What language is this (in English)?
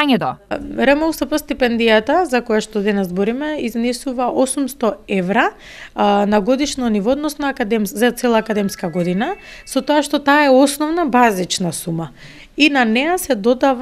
Macedonian